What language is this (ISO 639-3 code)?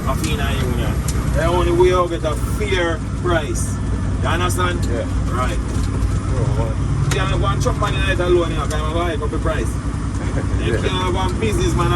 jam